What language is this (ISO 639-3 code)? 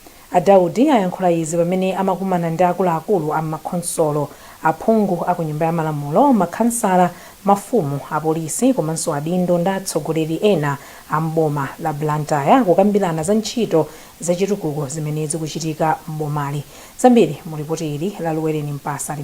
nya